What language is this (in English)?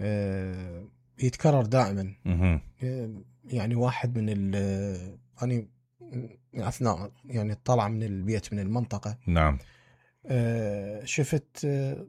Mesopotamian Arabic